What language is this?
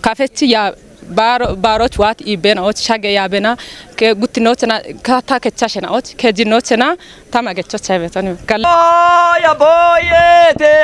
Kafa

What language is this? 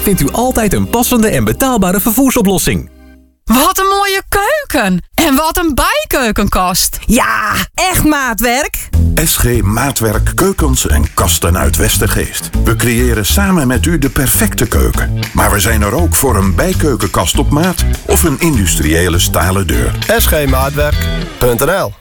Dutch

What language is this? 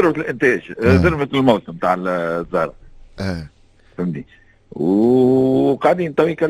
Tunisian Arabic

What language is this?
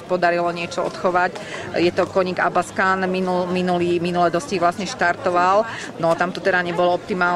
Slovak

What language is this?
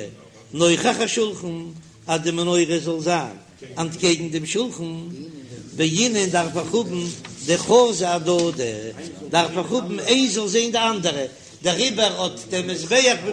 Yiddish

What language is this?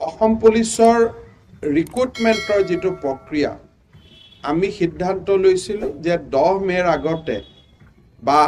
Assamese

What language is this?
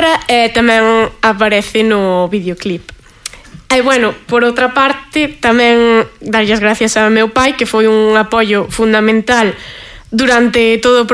Galician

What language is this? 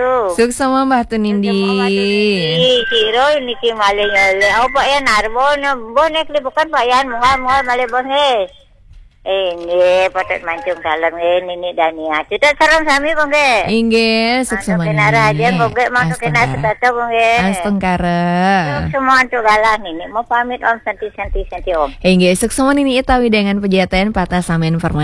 Balinese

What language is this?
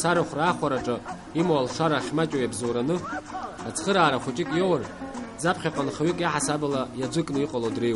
Abkhazian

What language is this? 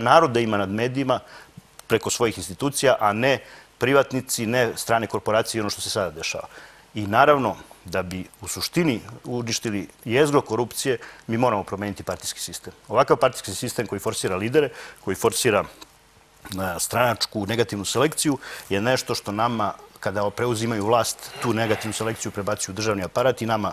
Serbian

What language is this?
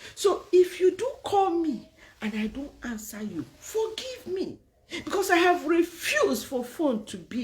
Igbo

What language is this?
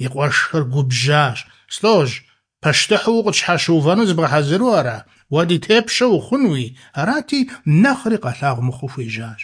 Kabardian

